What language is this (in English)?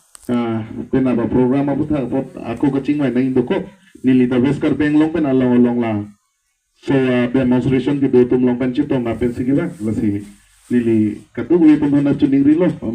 Karbi